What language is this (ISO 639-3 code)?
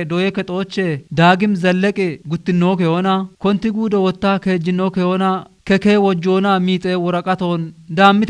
kbr